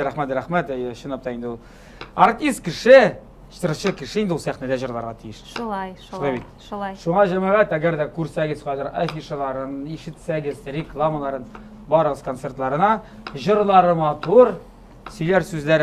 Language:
Tatar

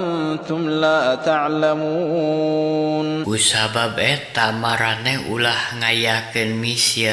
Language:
Sundanese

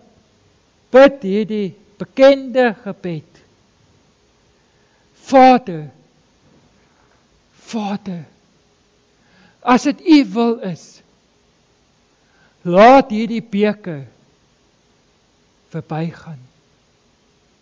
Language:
Afrikaans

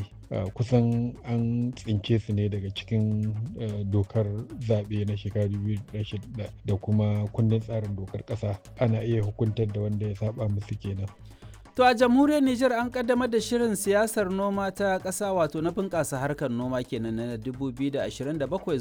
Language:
Hausa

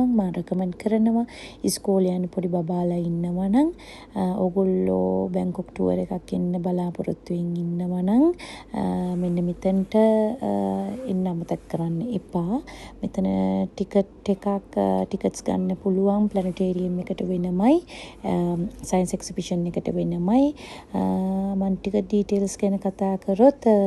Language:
Sinhala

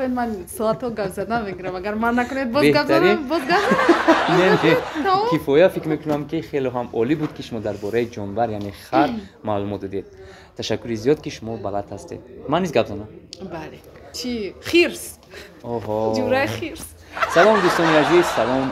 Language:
Tajik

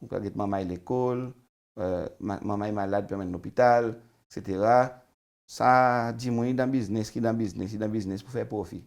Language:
Seselwa Creole French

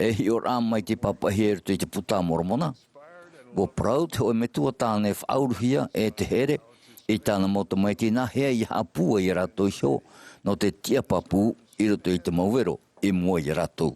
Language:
Tahitian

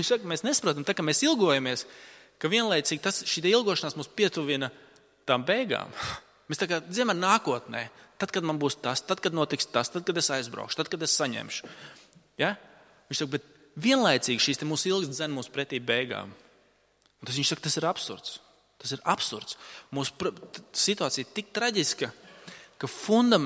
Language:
Latvian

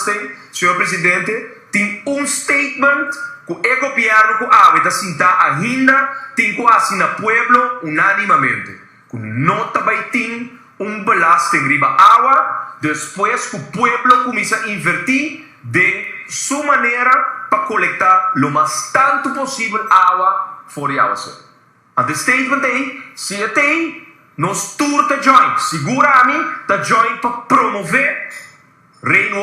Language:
Papiamento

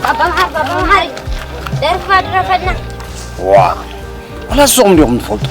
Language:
Tigrinya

